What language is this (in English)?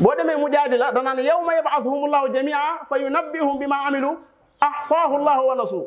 Wolof